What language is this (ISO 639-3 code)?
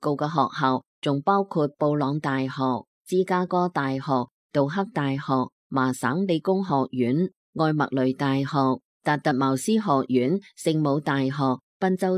yue